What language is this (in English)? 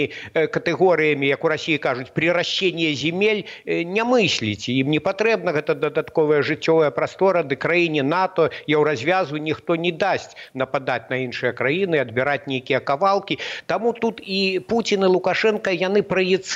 Belarusian